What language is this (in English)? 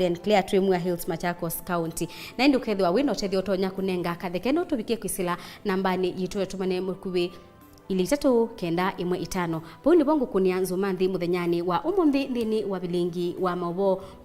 Kamba